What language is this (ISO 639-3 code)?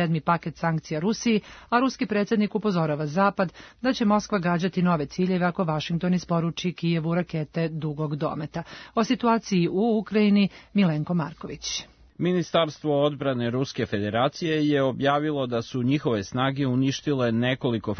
srp